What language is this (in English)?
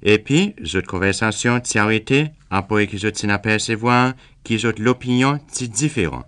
Seselwa Creole French